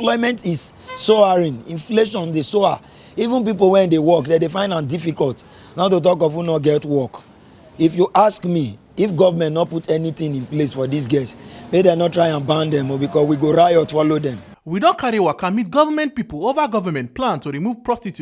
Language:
Nigerian Pidgin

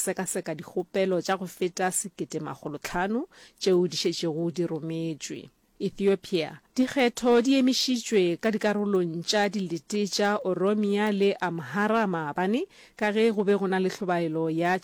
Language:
Northern Sotho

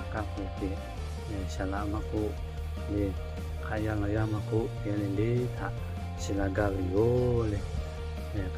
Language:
Lahu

